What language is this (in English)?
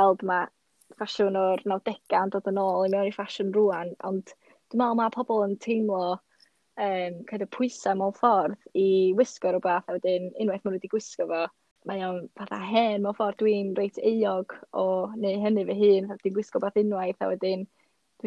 Welsh